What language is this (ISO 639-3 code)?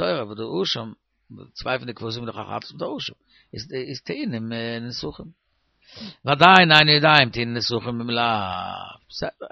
yid